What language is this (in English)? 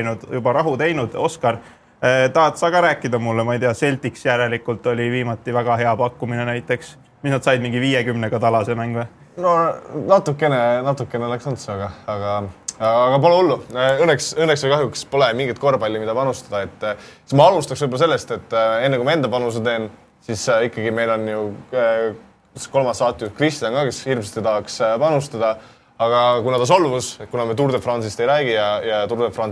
Estonian